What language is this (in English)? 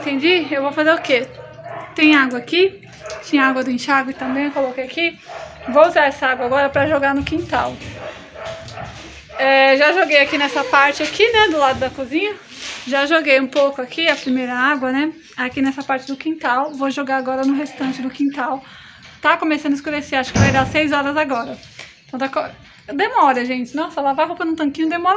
Portuguese